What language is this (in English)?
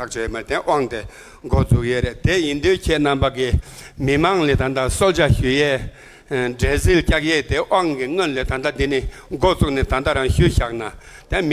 Tibetan